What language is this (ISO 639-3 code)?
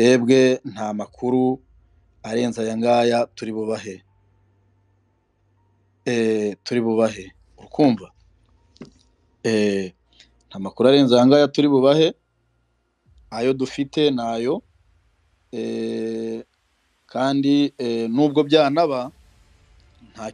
kin